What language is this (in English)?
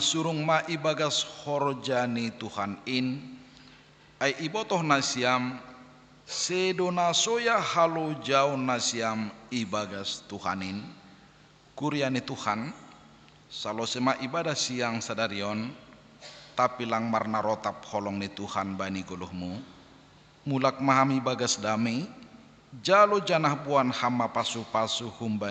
Batak Simalungun